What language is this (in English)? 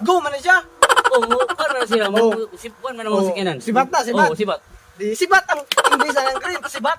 Cebuano